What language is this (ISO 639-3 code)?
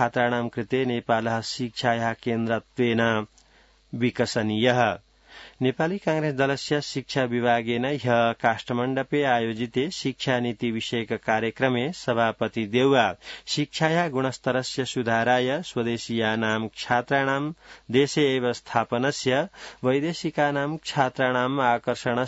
san